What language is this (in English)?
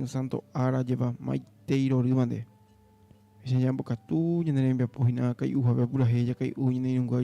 Guarani